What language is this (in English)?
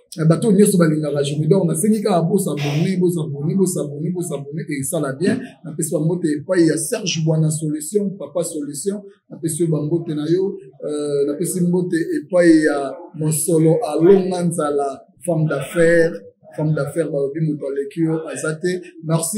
Lingala